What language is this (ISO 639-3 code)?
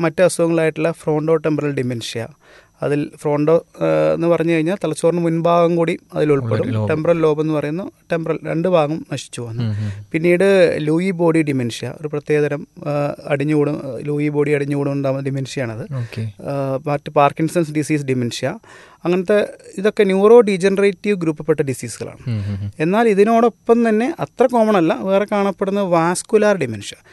mal